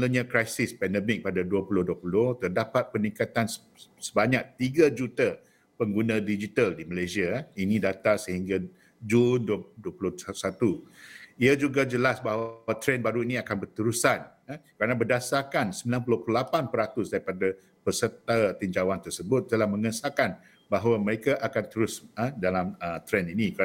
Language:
Malay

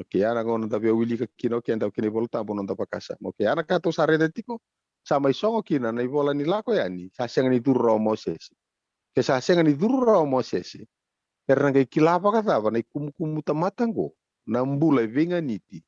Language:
Fijian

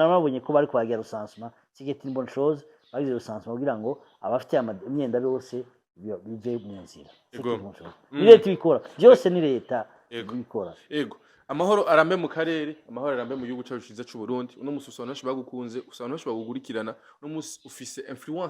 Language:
Rundi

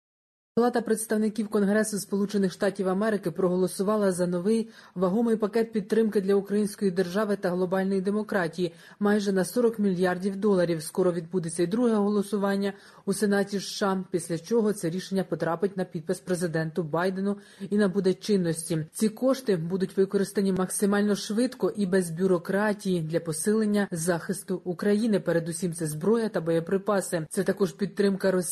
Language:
Ukrainian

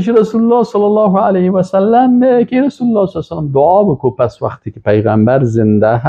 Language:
Persian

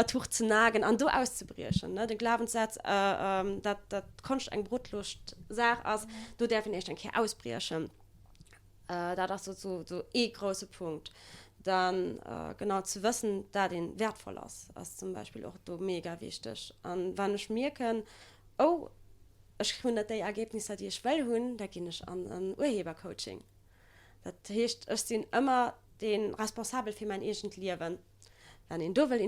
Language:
Luxembourgish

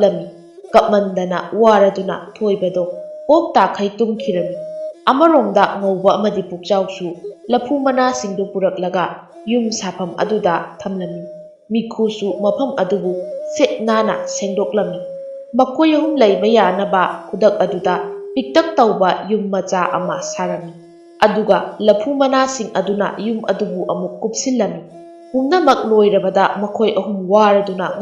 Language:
Manipuri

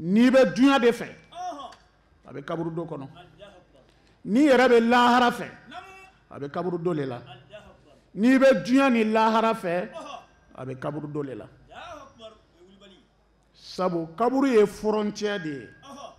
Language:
Bambara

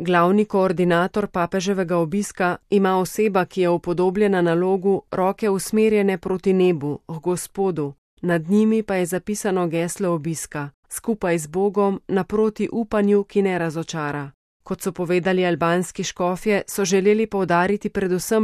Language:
Slovenian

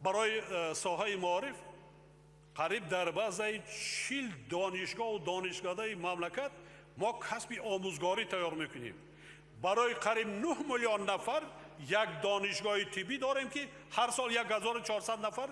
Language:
Tajik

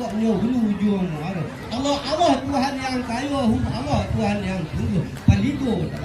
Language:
Minangkabau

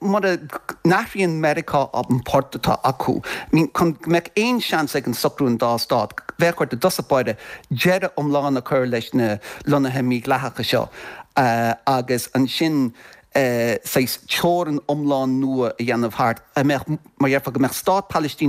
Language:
Irish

